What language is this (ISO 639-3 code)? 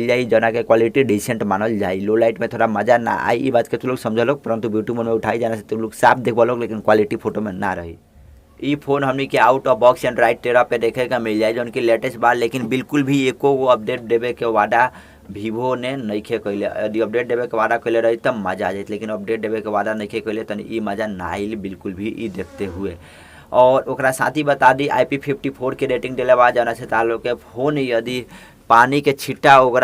bho